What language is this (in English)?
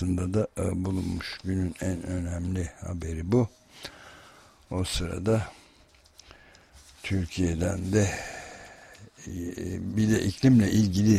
Turkish